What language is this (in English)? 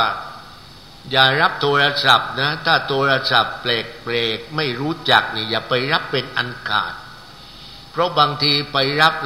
Thai